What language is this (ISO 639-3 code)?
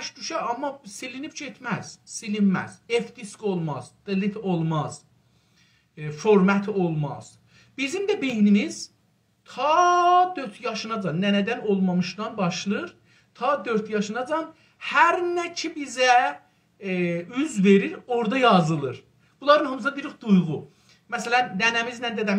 azb